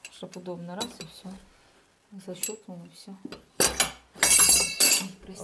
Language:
Russian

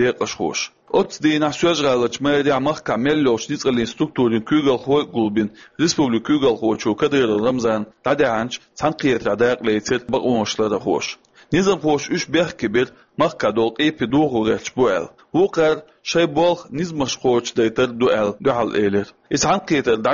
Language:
Chechen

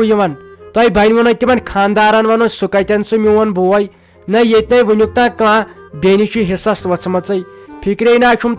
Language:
Kashmiri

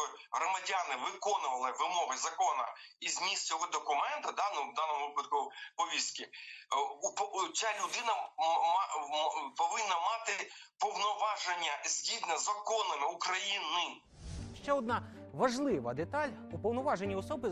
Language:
Ukrainian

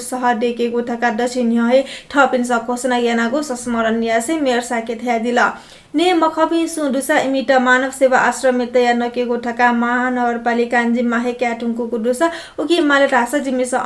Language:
Newari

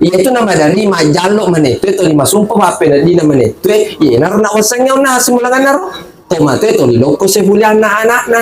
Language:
Buginese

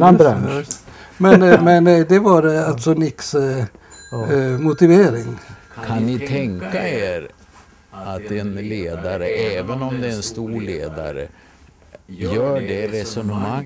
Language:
Swedish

